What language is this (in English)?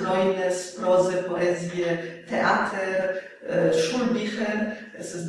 Yiddish